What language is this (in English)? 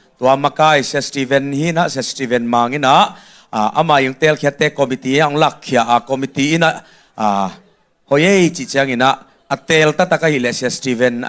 Tedim Chin